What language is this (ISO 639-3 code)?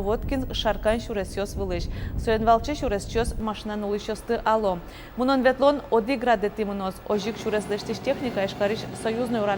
udm